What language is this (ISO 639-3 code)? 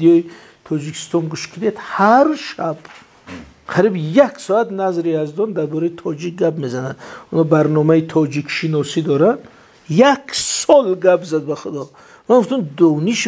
tgk